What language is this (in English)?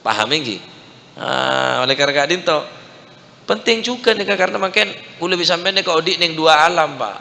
Madurese